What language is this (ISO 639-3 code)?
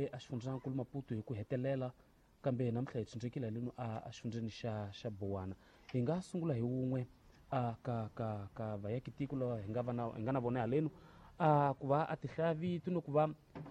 tso